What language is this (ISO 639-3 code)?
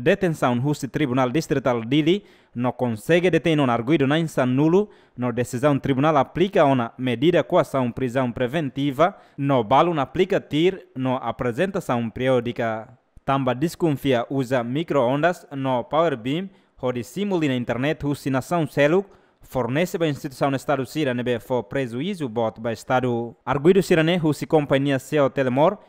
tet